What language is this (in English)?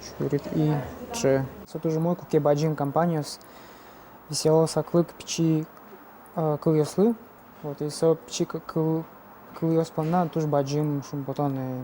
Udmurt